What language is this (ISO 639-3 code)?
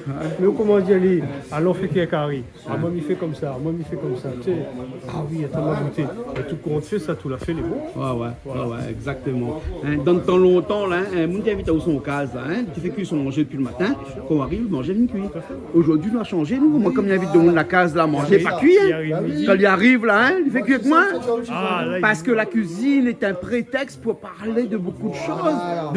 rcf